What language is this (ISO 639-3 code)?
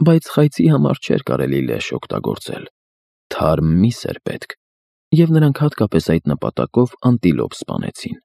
hye